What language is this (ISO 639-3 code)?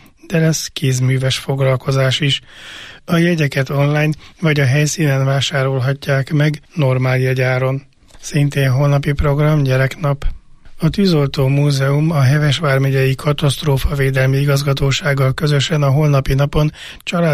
hun